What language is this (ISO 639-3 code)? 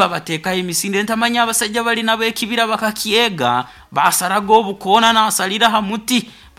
nyo